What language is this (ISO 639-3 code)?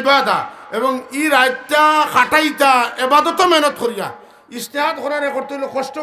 syl